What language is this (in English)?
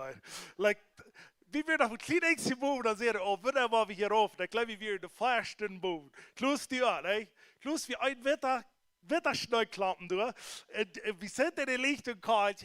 Plautdietsch